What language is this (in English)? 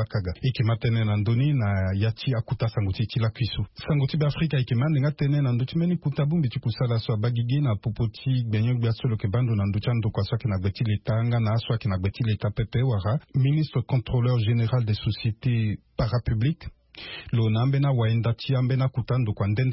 Sango